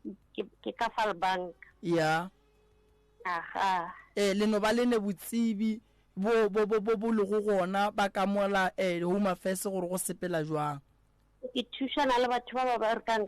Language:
Northern Sotho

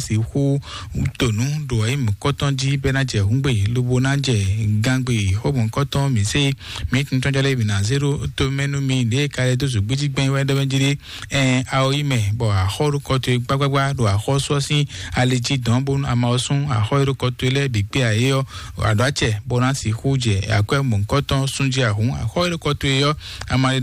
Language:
Fon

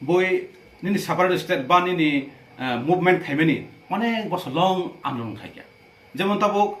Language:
Kok Borok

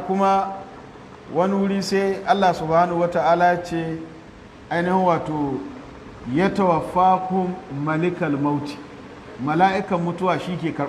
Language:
Hausa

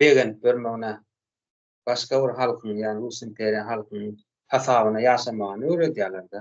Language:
Turkmen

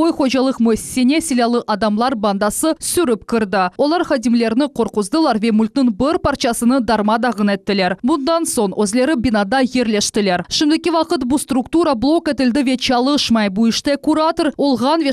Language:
Crimean Tatar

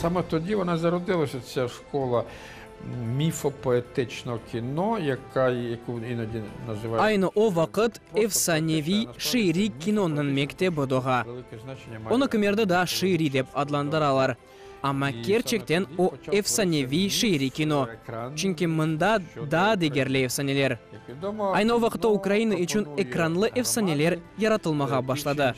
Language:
Crimean Tatar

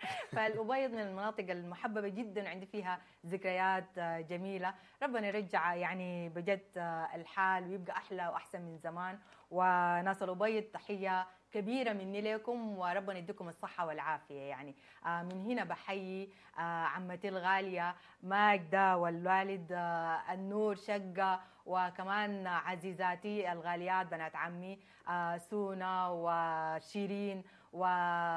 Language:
Sudanese Arabic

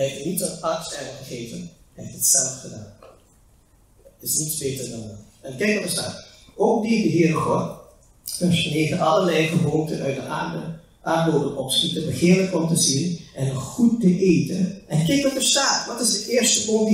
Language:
Dutch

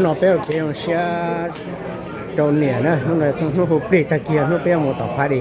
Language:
Hmong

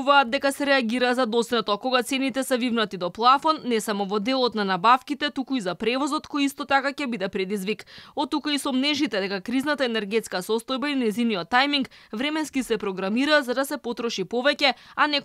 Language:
Macedonian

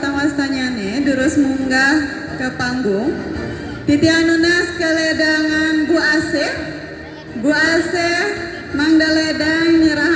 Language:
Balinese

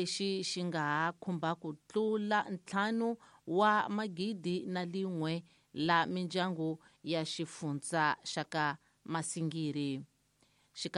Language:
Tsonga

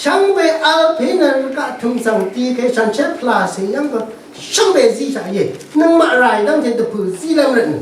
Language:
Rawang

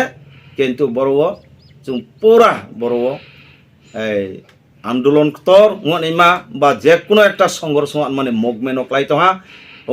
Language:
Riang (India)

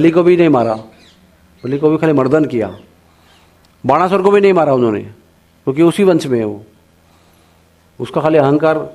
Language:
Hindi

